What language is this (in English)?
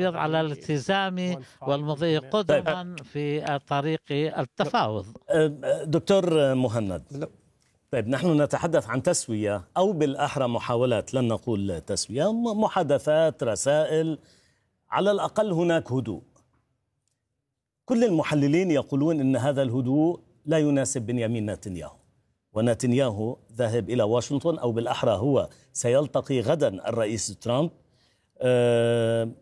Arabic